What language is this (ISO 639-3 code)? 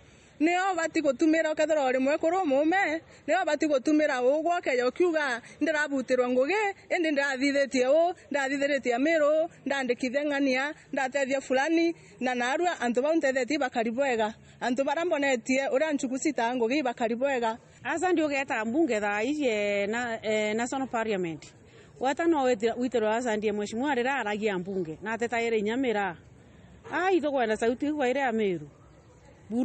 mer